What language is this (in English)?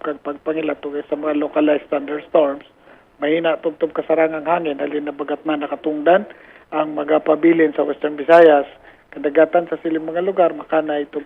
Hiligaynon